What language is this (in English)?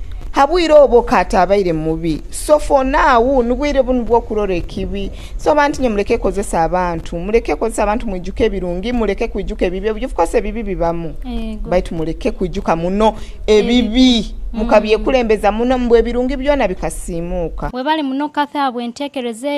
Nyoro